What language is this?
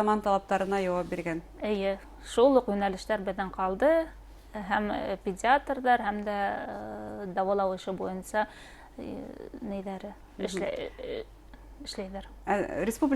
Bashkir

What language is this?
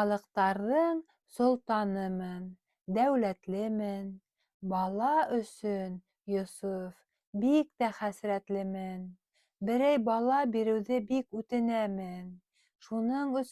Bashkir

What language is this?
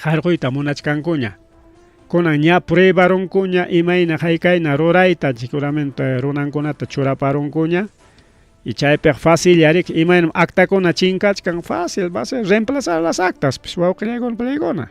Ayacucho Quechua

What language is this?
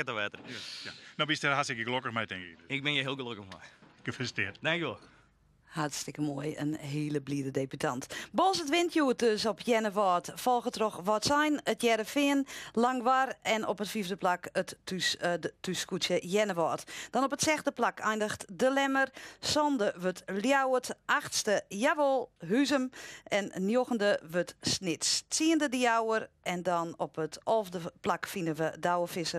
Western Frisian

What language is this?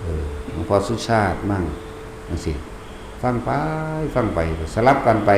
Northeastern Thai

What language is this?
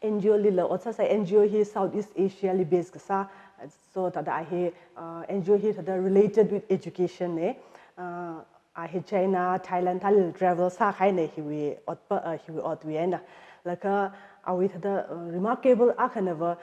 Tangkhul Naga (India)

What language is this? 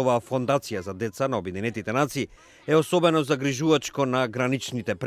Macedonian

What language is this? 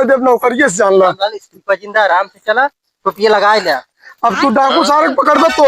Awadhi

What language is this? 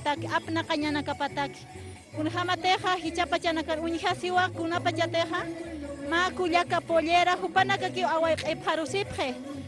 Aymara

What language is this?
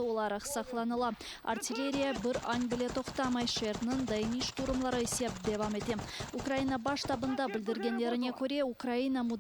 Crimean Tatar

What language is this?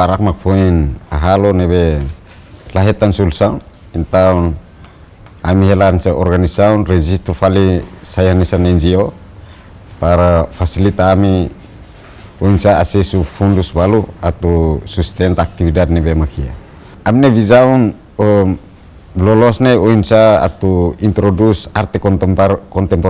Tetum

